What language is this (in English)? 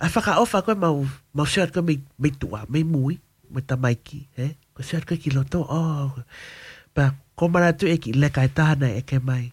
Tongan